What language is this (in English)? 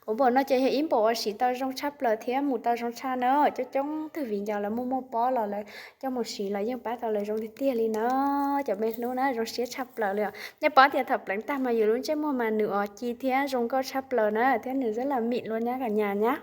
Hmong